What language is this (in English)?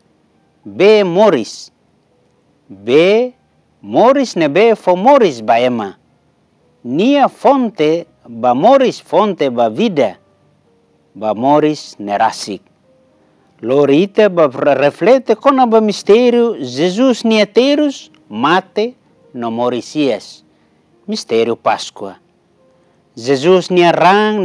Tetum